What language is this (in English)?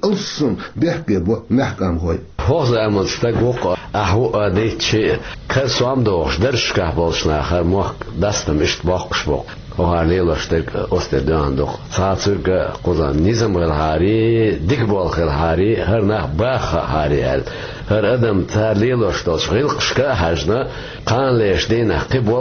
Chechen